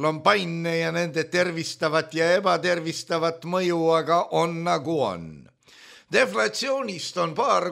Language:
Estonian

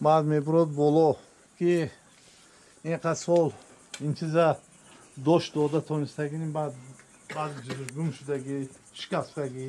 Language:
Tajik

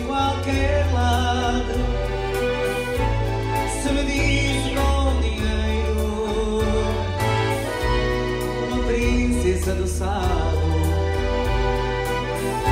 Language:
Portuguese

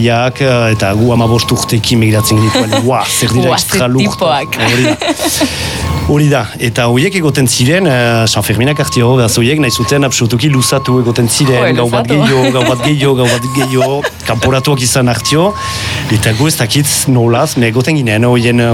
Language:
Basque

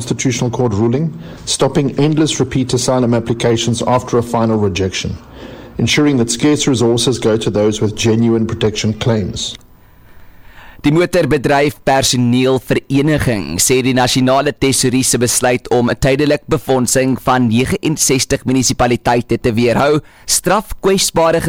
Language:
Afrikaans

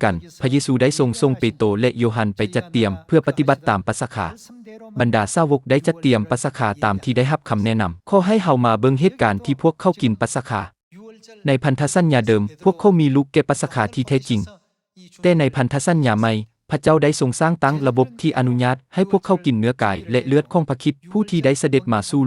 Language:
Lao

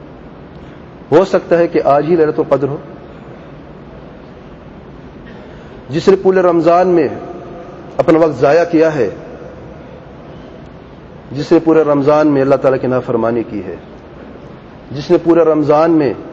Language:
Urdu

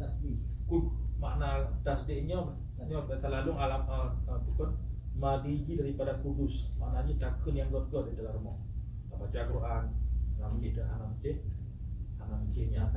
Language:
Achinese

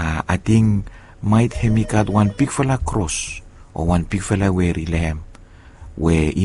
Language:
Bislama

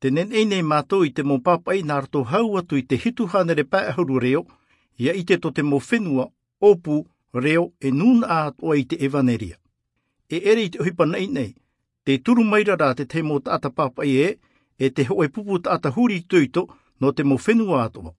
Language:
Tahitian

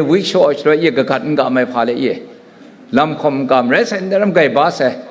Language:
Kachin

